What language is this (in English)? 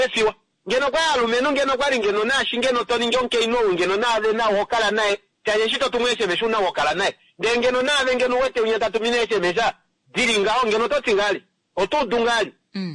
Kuanyama